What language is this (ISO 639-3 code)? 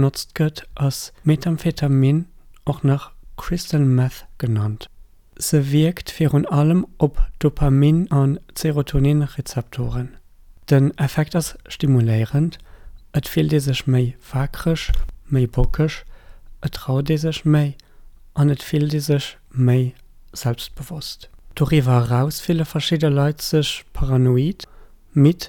ltz